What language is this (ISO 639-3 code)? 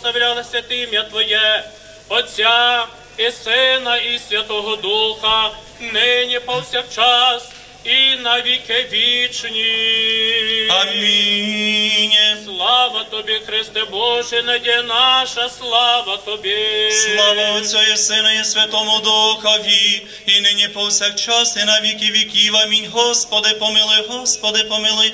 ukr